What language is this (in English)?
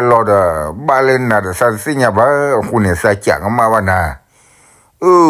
S'gaw Karen